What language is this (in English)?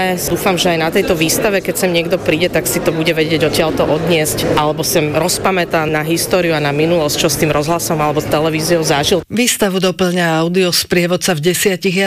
Slovak